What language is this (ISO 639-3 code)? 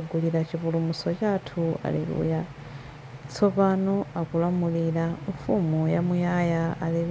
nya